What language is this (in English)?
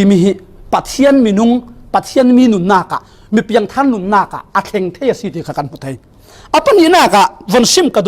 Falam Chin